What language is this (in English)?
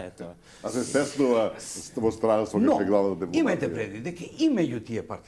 Macedonian